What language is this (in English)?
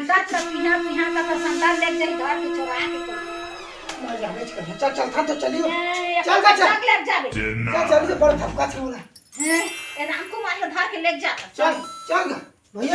Chhattisgarhi